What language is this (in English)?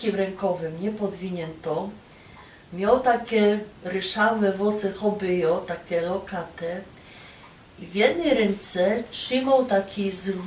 Silesian